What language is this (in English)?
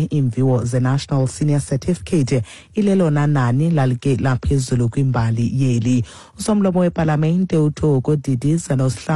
Xhosa